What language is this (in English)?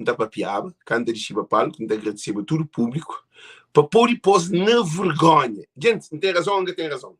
Kabuverdianu